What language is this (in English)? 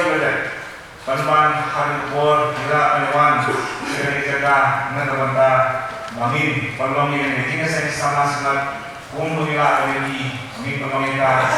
Khasi